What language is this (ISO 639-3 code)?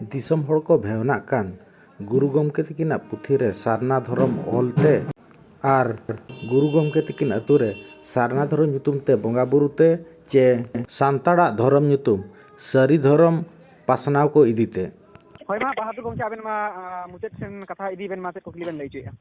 sat